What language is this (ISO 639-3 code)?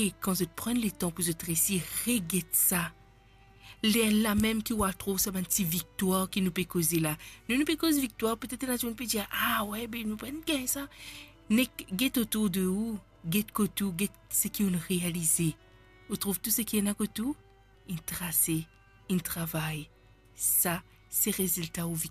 mfe